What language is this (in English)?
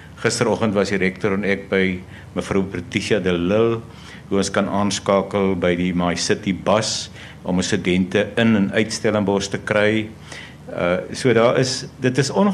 Afrikaans